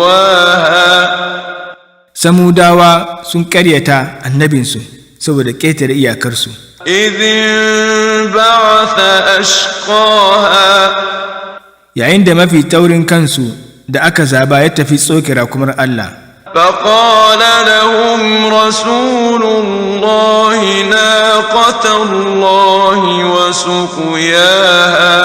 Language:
Hausa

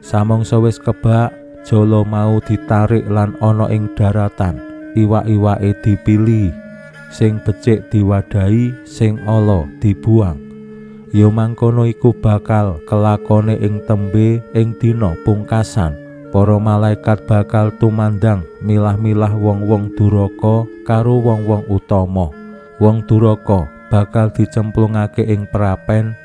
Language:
Javanese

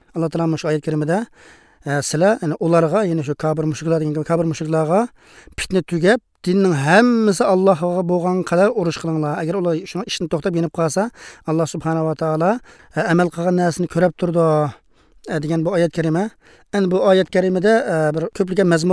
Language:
Uyghur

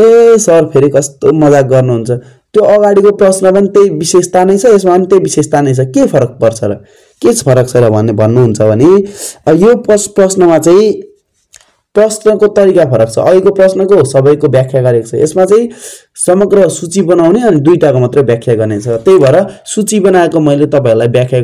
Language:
Nepali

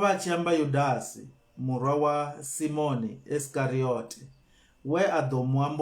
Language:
Venda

